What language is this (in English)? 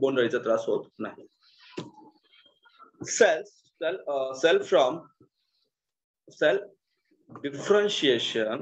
Marathi